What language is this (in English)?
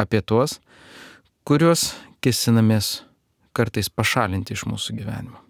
Lithuanian